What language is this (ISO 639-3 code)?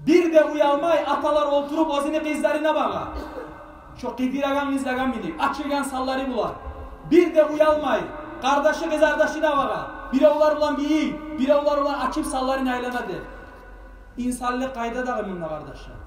kum